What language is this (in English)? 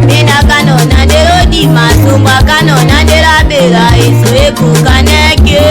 Tetela